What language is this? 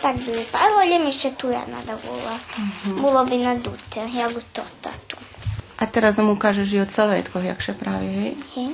Rusyn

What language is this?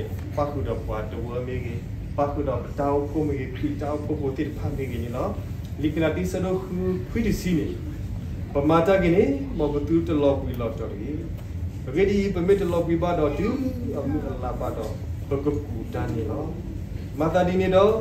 S'gaw Karen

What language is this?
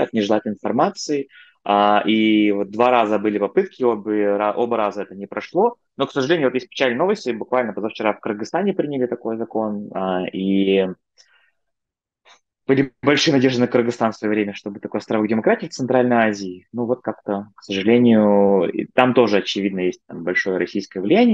Russian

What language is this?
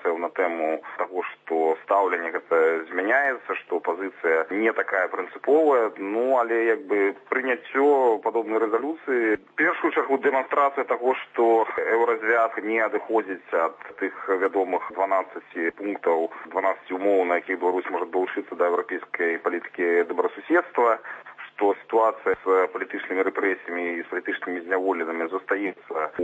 Belarusian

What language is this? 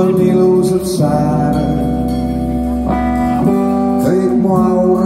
Estonian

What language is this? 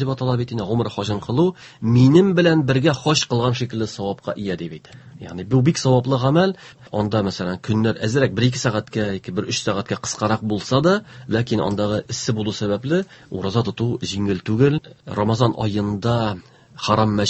Tatar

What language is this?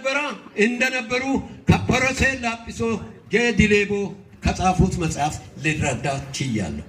Amharic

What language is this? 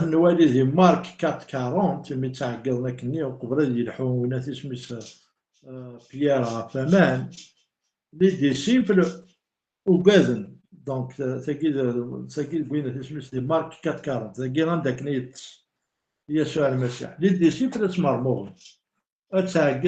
Kabyle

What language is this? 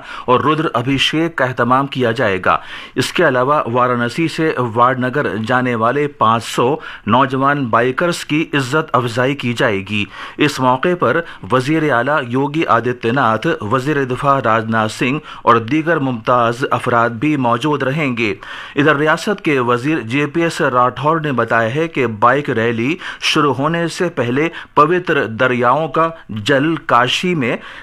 Urdu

